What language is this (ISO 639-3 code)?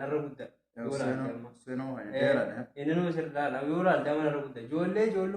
orm